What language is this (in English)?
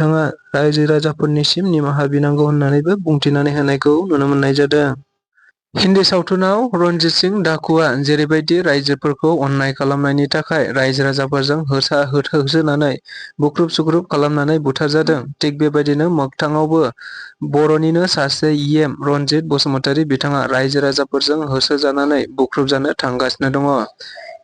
Bodo